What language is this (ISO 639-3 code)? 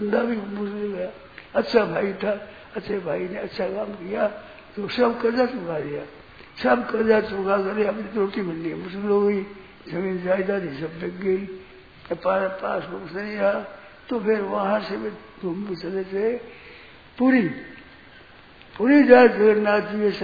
hin